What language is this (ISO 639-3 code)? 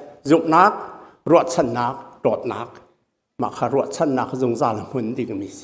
cnh